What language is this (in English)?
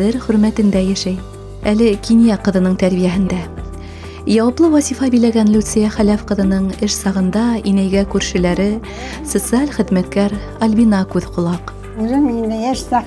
Bashkir